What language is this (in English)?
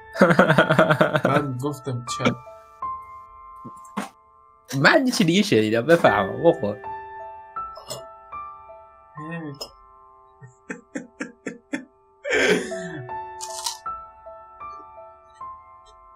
Persian